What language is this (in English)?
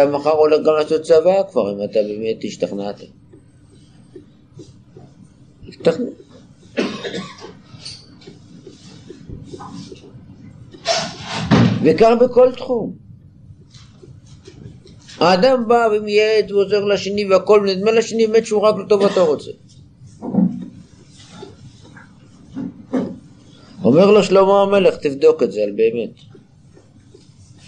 Hebrew